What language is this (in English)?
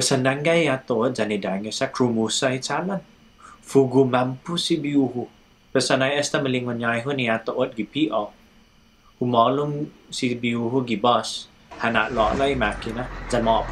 Chamorro